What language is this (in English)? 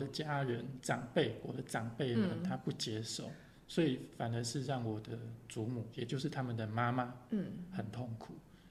Chinese